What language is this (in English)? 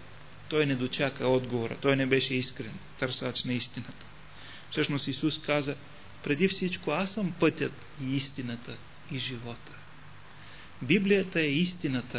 Bulgarian